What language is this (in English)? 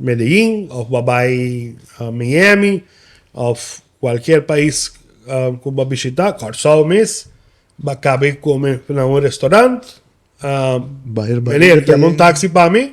Papiamento